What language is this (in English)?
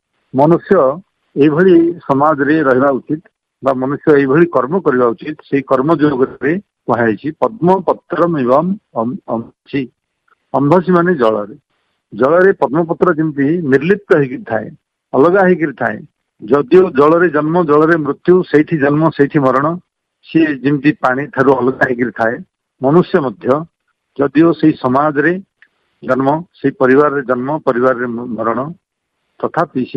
Odia